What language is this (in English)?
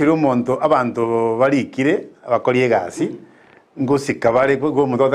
Gusii